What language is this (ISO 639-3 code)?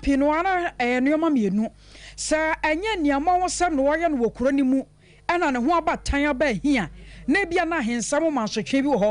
aka